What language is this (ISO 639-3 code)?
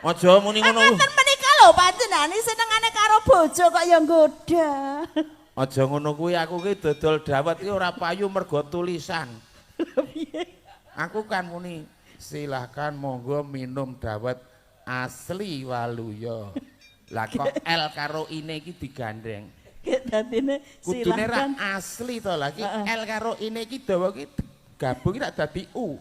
jav